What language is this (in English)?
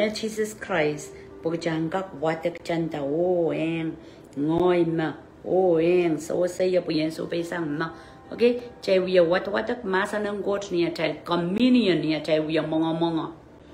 Pohnpeian